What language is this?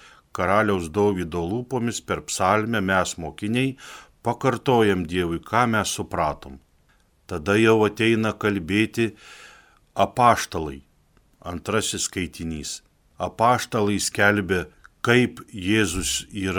Lithuanian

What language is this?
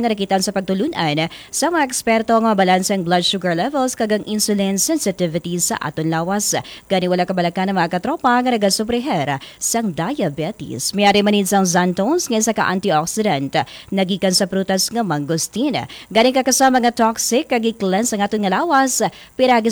Hiligaynon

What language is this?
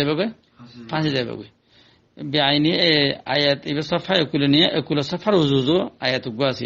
Rohingya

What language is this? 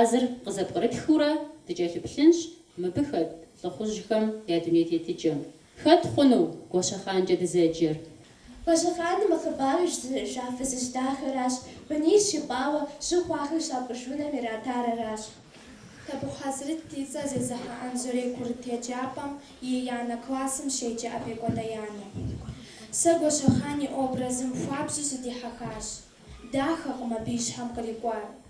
Kabardian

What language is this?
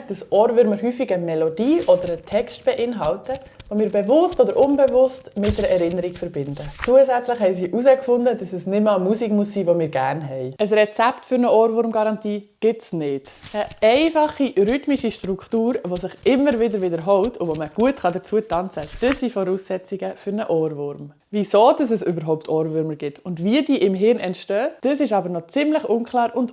Swiss German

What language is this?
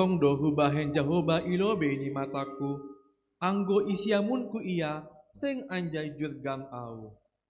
Batak Simalungun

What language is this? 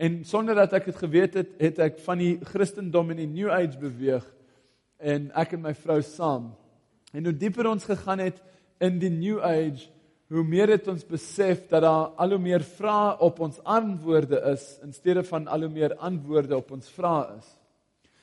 Afrikaans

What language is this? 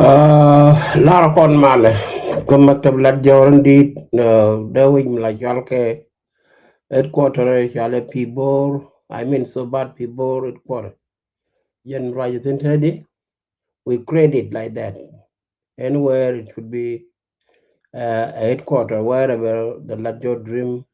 Nuer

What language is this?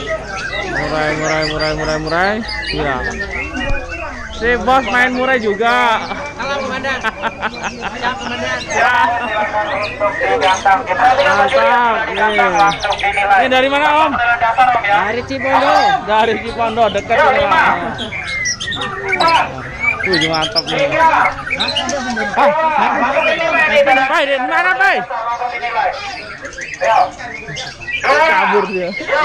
Indonesian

